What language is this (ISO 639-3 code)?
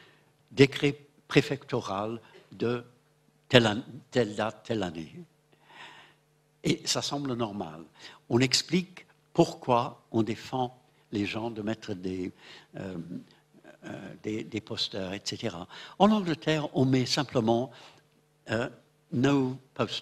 fra